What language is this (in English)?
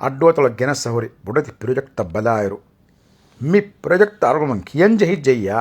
Divehi